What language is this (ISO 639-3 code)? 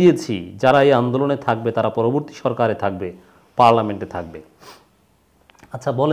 ben